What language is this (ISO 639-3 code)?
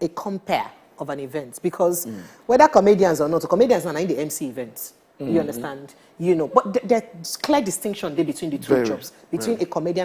pcm